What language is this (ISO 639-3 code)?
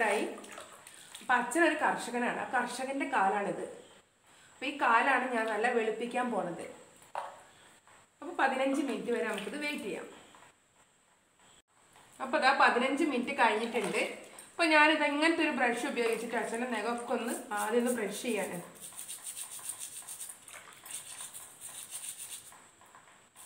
mal